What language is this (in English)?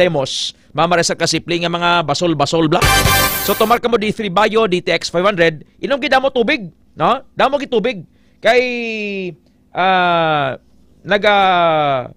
Hiligaynon